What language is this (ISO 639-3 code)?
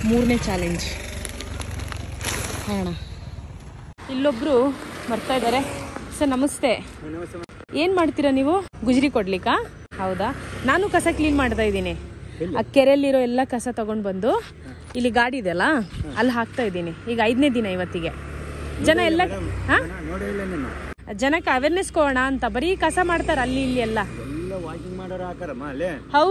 kan